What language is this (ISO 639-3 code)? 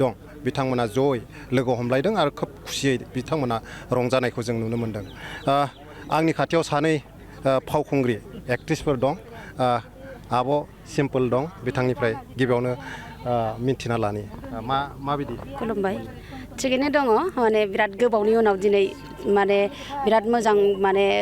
brx